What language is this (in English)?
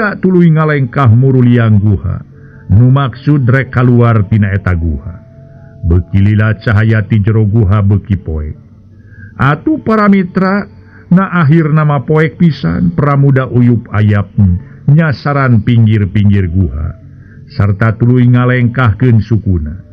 Sundanese